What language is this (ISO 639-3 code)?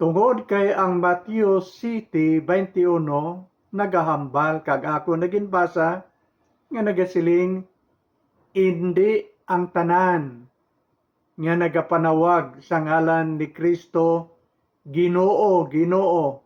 hil